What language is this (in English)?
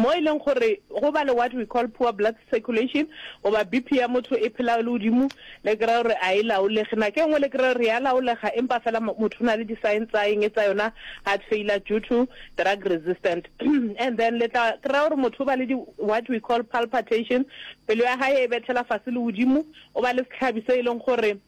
Northern Sotho